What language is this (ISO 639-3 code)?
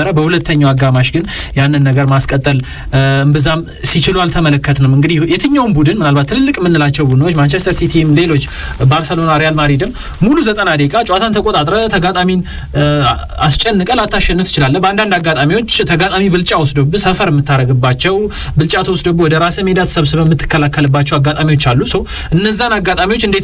amh